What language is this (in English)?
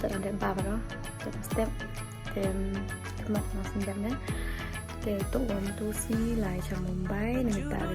Khasi